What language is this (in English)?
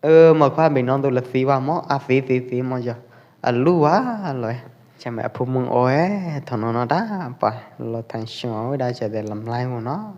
Pwo Eastern Karen